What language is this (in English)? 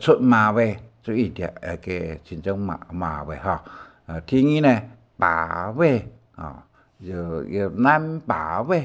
Hakka Chinese